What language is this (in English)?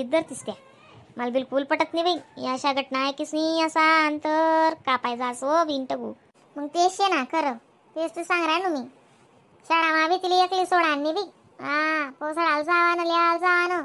Khandesi